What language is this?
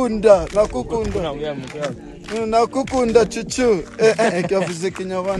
Kinyarwanda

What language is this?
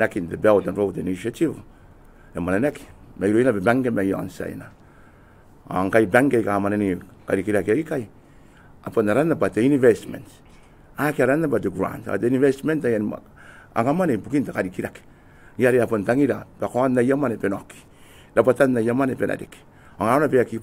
Gilbertese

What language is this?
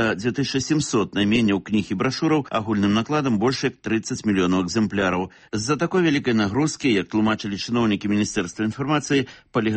Belarusian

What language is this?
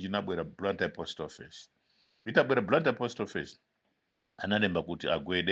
Nyanja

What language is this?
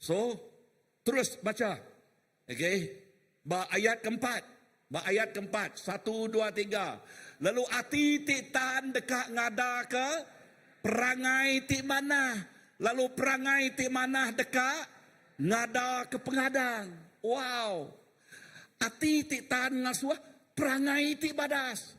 Iban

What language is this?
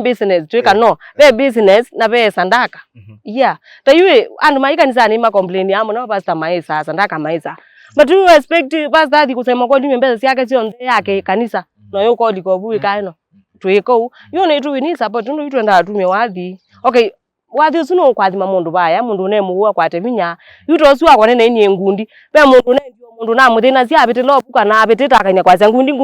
Kamba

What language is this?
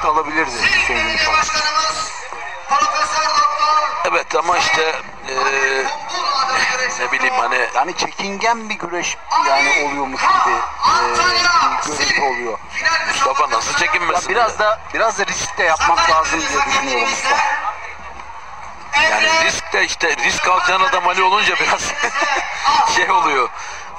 Turkish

